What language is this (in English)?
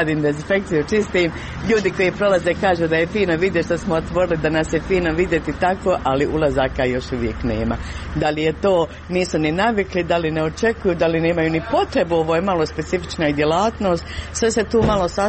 Croatian